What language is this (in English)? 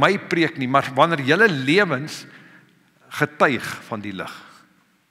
Afrikaans